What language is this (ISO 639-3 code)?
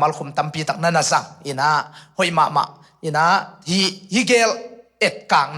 ctd